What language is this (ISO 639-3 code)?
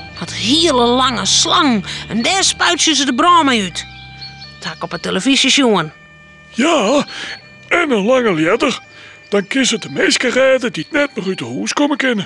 fry